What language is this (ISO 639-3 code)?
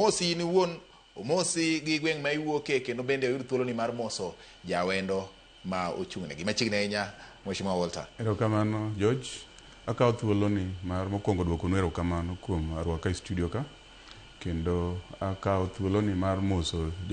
luo